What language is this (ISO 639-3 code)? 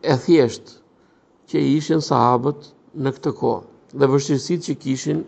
sqi